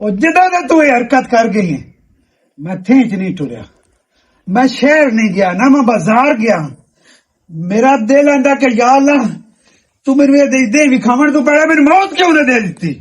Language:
Western Panjabi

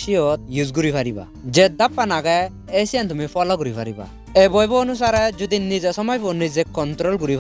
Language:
Chakma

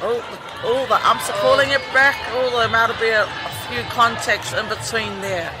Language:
Māori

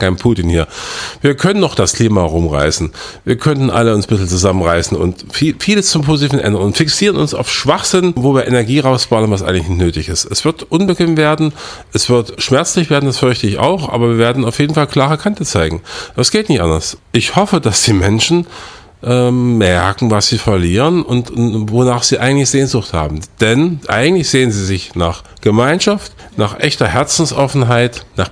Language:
German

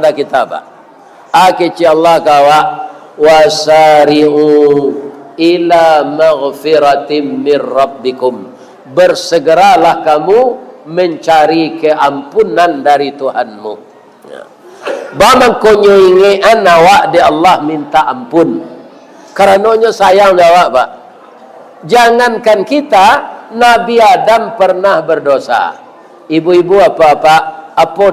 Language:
Minangkabau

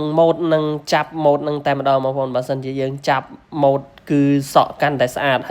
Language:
Khmer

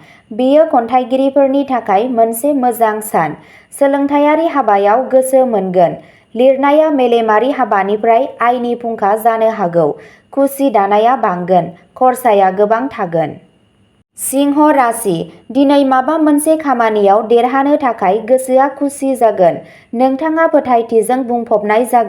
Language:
Bodo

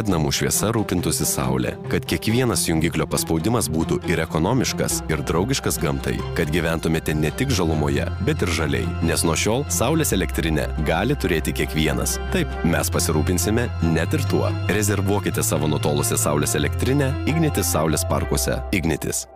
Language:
Lithuanian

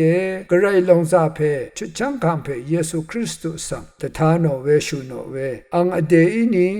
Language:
Rawang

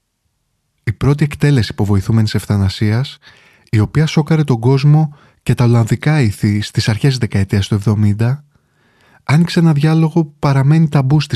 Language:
Greek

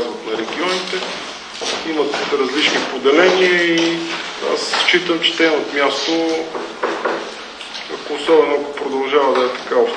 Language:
Bulgarian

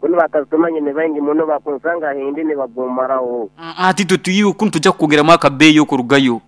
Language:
Nyankole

